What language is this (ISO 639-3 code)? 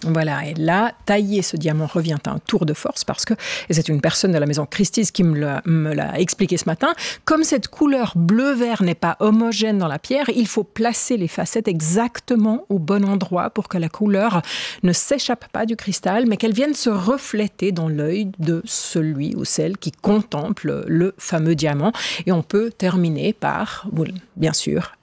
fra